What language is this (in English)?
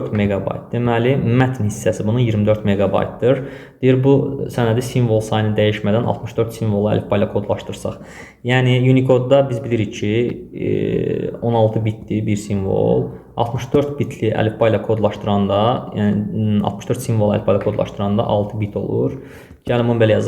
Azerbaijani